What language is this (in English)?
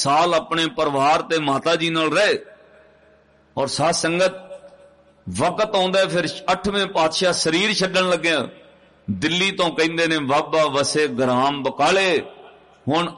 Punjabi